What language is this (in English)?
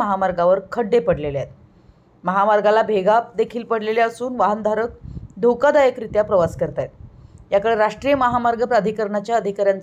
Marathi